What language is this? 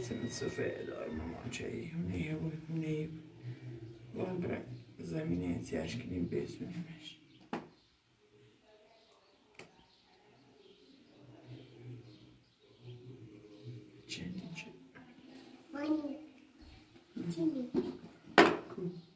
Persian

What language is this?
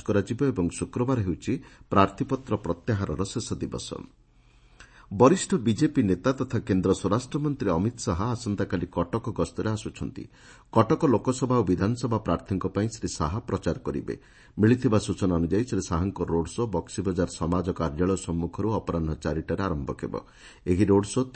Odia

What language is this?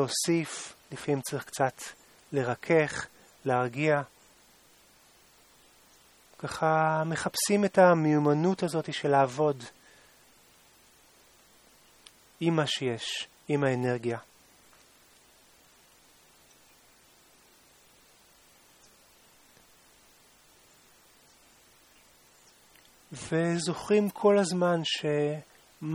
Hebrew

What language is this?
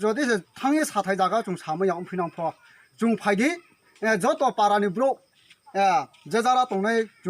Riang (India)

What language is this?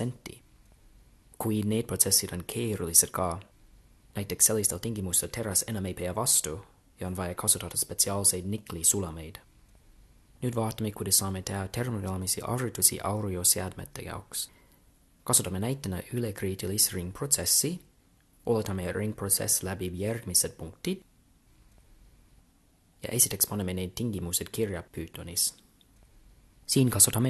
Estonian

